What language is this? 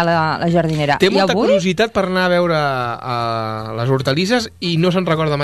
Catalan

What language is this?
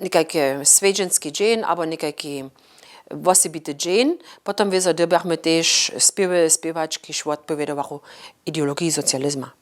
Upper Sorbian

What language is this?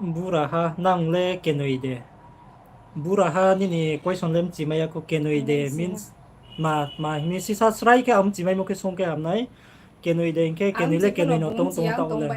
Riang (India)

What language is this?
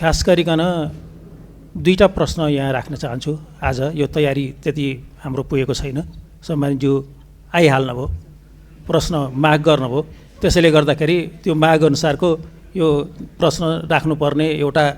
Nepali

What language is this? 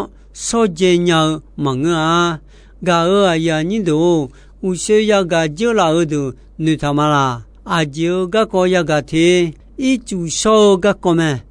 Akha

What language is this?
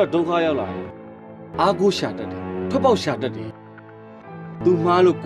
Burmese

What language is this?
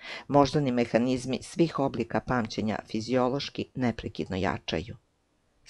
Serbian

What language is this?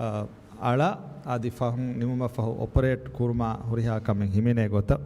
Divehi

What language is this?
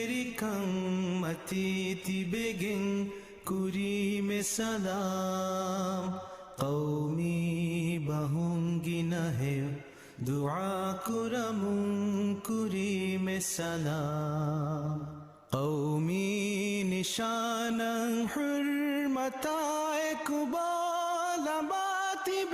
Divehi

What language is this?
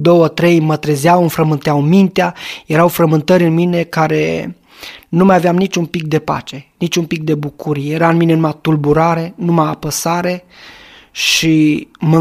Romanian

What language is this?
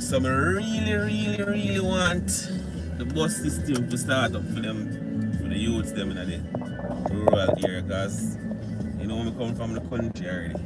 Jamaican Creole English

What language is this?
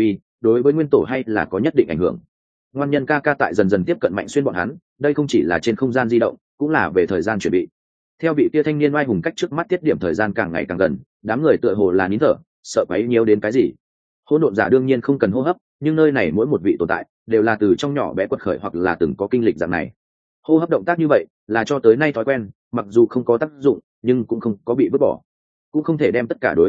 Vietnamese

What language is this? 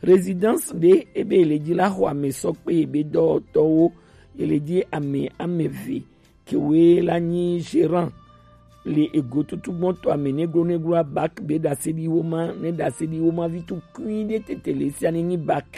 Gen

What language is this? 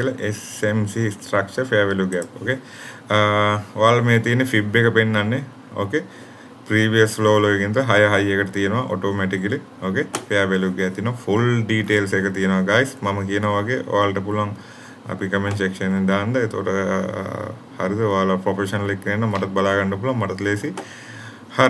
Sinhala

